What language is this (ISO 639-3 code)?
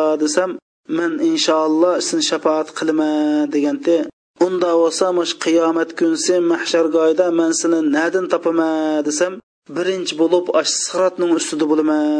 uig